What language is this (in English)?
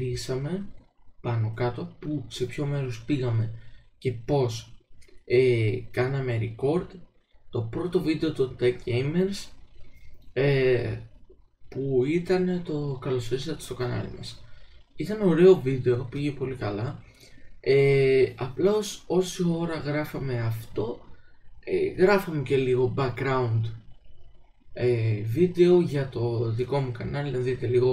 Greek